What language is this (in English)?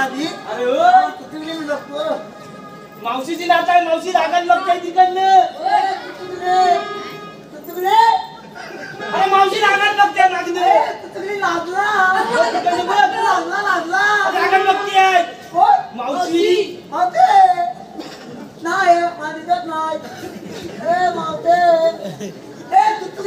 Marathi